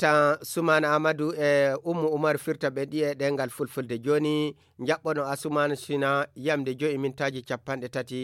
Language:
Fula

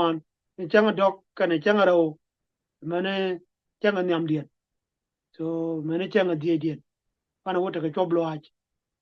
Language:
Nuer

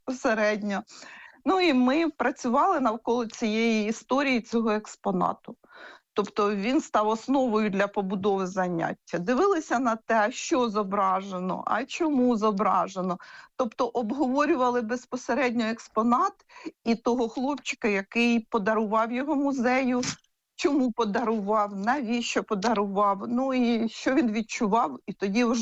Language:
Ukrainian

